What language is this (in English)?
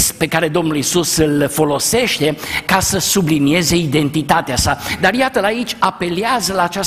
Romanian